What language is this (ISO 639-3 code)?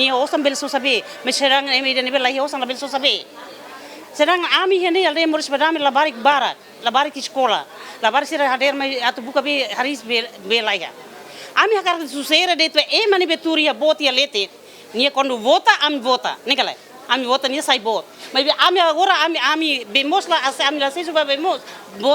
tet